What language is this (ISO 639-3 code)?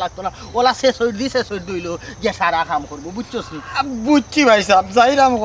syl